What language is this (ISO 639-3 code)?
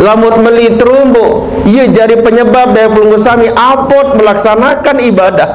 sas